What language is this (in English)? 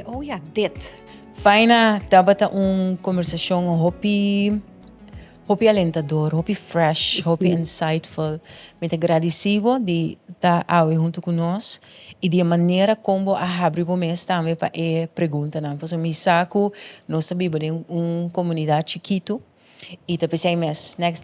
Papiamento